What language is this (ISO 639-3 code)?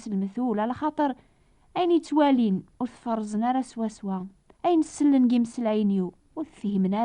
kab